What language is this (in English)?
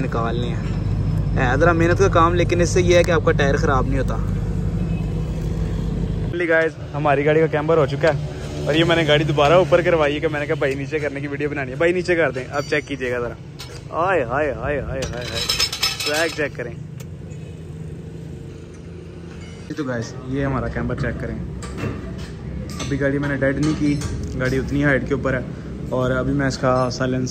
Hindi